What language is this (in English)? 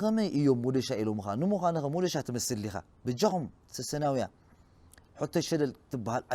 Tigrinya